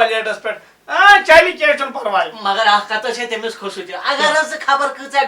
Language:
Kashmiri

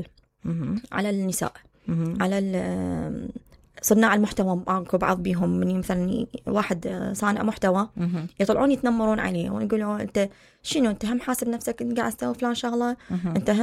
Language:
Mesopotamian Arabic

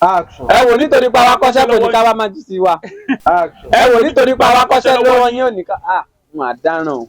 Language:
Yoruba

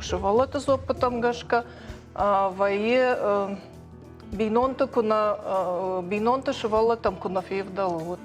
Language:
Ossetic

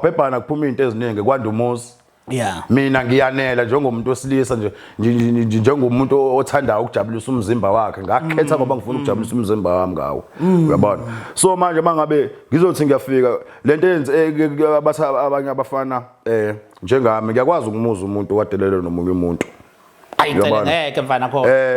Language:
Zulu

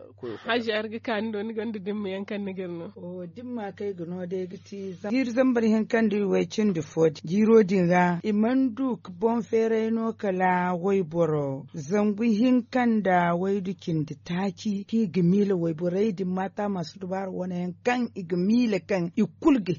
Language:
Zarma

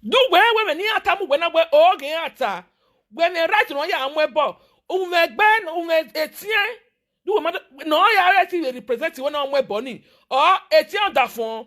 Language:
Nigerian Pidgin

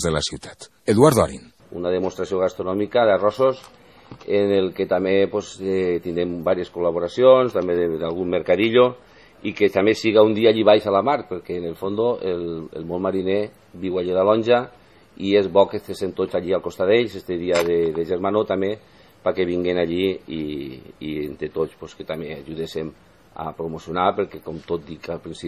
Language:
Catalan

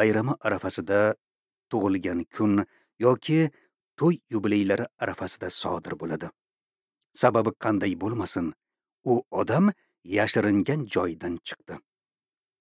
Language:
Uzbek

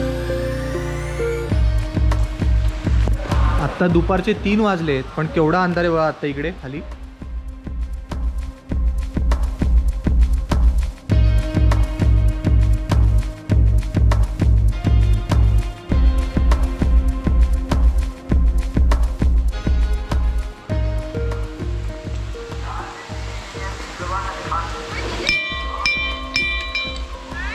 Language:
Marathi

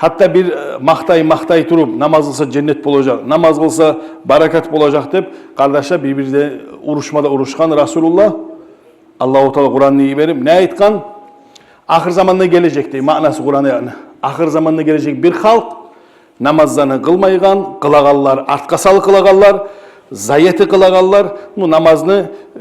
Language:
Kumyk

